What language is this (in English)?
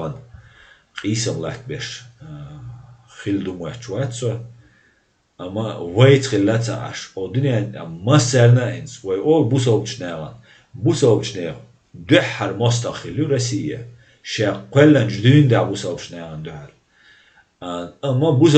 Chechen